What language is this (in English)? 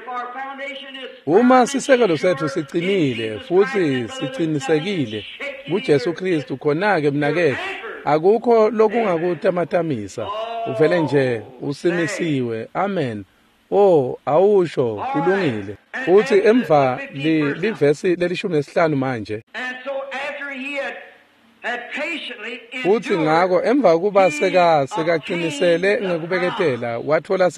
Swati